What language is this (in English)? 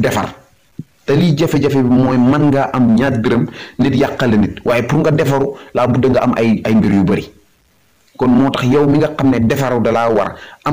Wolof